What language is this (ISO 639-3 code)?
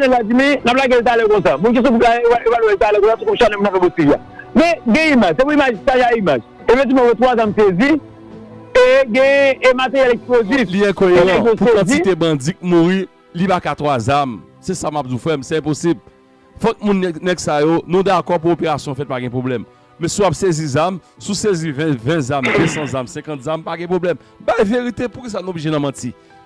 hat